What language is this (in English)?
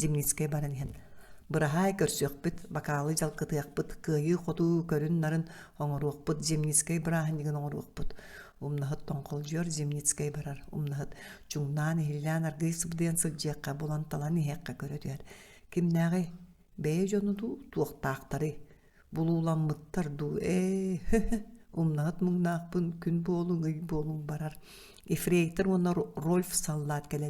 Yakut